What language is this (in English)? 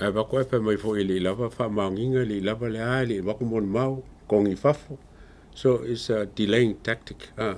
Samoan